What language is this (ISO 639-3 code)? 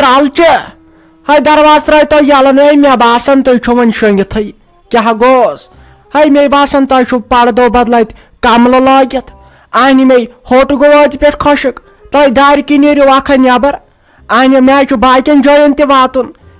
kas